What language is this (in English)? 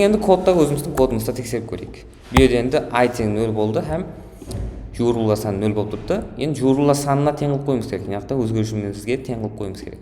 Kara-Kalpak